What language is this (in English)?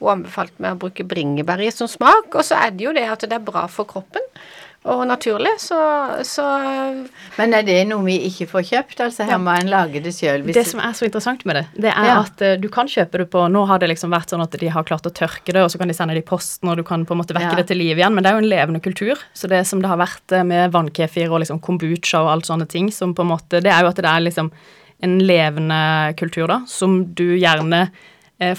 Norwegian